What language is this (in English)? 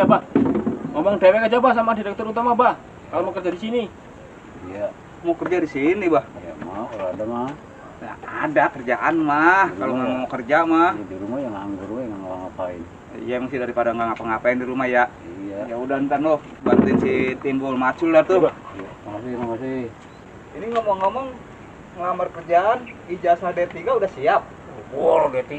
Betawi